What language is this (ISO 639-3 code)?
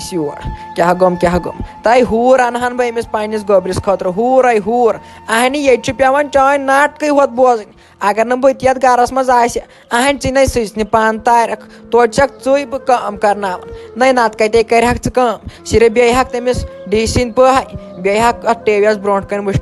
kas